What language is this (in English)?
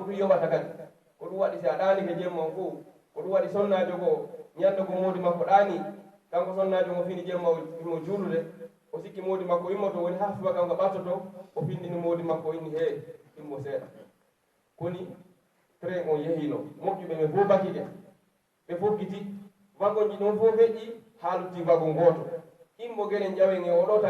Pular